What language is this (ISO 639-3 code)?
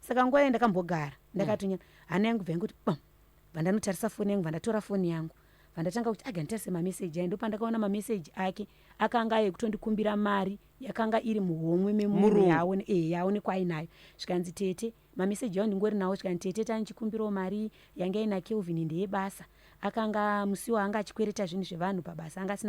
sna